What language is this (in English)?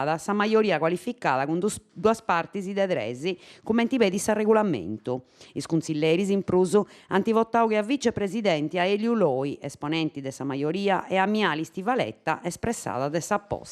Sardinian